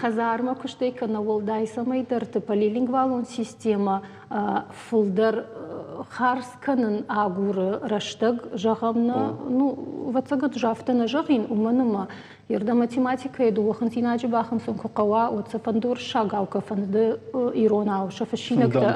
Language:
Ossetic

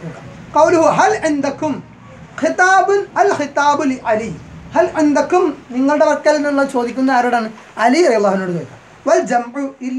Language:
Malayalam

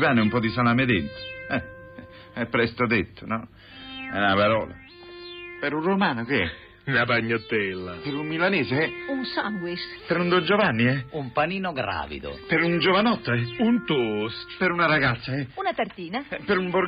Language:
Italian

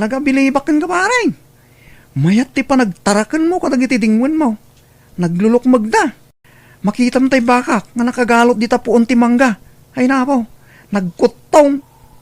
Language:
Iloko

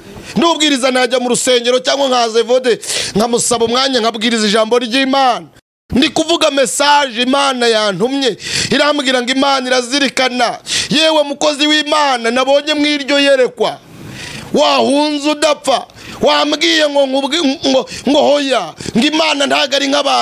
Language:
Kinyarwanda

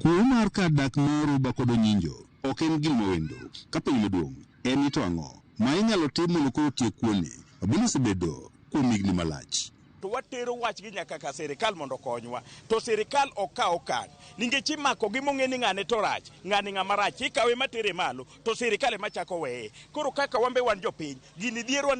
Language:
Luo (Kenya and Tanzania)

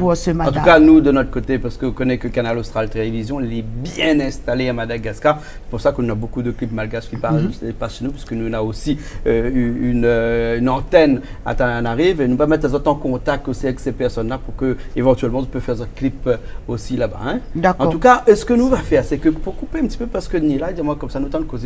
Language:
Réunion Creole French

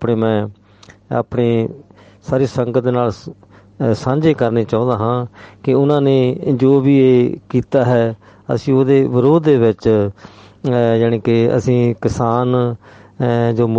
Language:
Punjabi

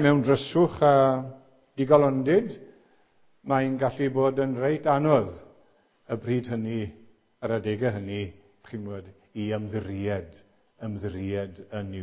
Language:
Welsh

